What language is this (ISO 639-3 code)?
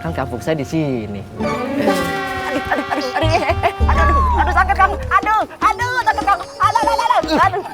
bew